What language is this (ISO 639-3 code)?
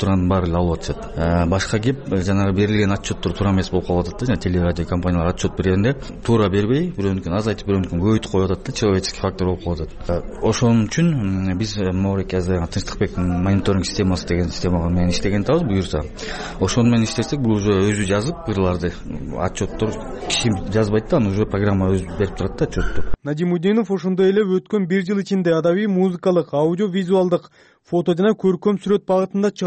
kir